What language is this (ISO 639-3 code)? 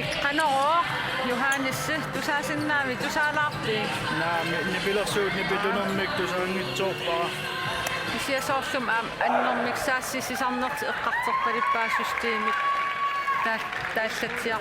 kal